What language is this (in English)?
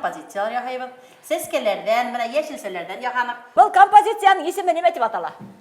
Bashkir